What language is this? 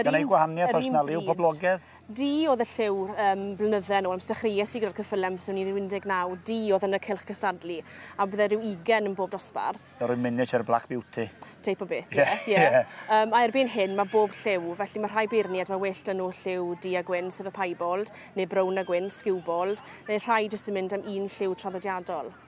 Welsh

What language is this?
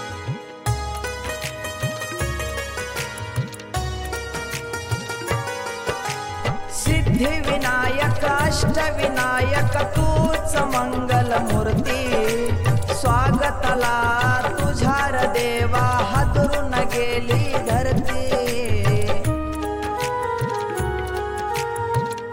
Marathi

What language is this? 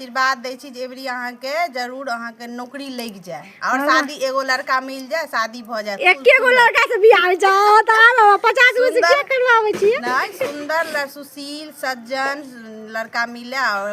Maithili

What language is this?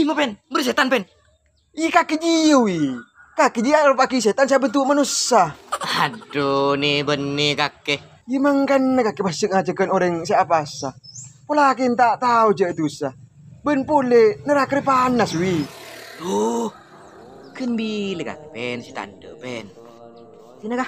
Madurese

